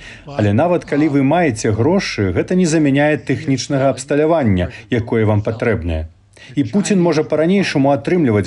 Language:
Belarusian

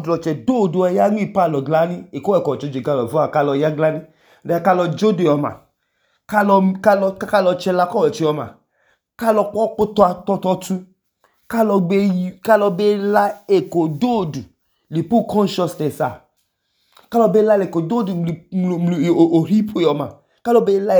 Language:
Idoma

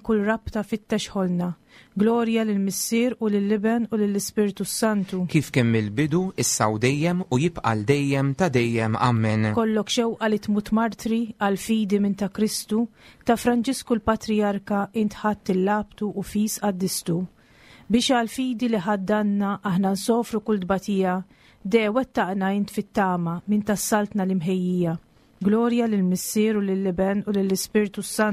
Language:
Maltese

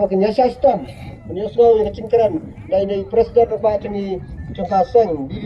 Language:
Khasi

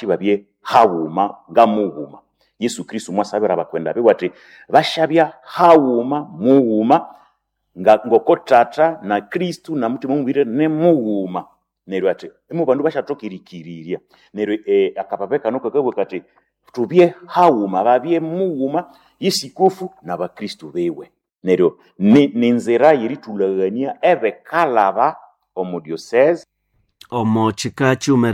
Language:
Nande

